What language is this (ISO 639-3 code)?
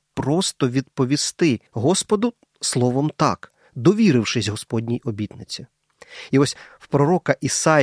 ukr